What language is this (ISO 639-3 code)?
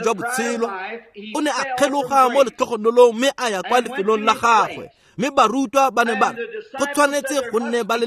tsn